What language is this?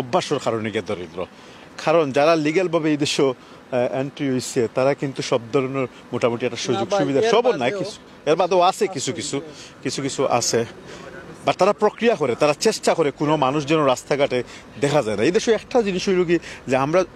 Sylheti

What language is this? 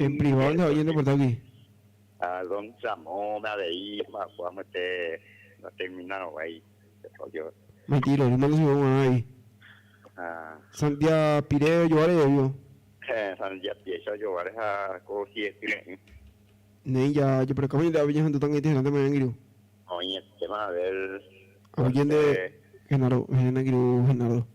Guarani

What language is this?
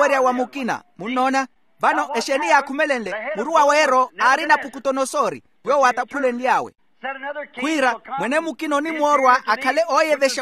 Makhuwa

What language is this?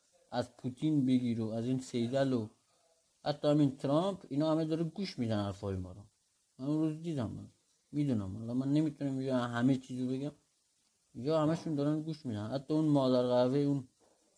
Persian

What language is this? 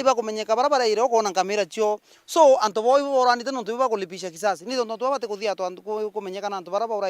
Meru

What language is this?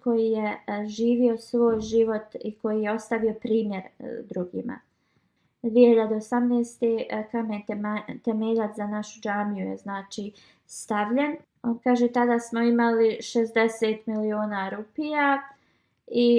Bosnian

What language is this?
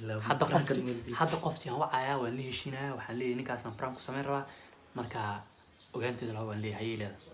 Somali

